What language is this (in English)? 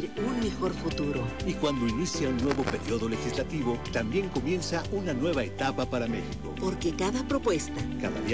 Spanish